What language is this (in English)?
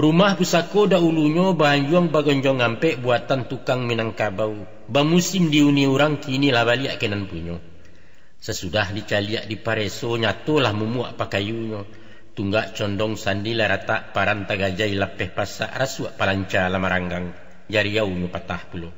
Minangkabau